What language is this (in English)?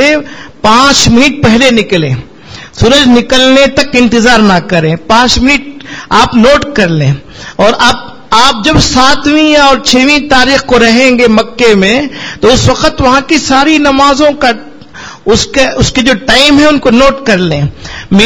Urdu